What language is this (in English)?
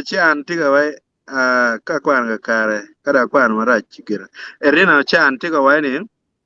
Acoli